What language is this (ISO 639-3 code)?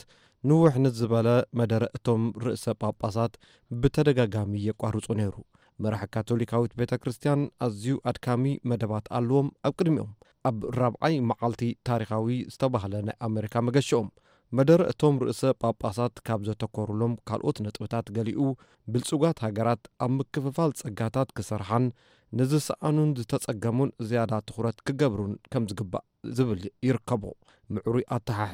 tir